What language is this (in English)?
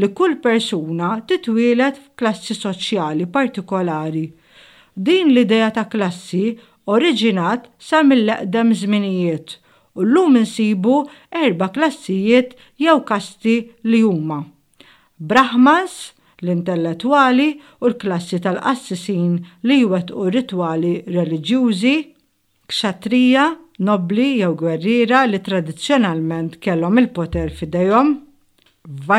Maltese